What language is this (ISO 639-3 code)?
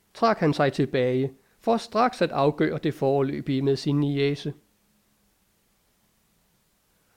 dan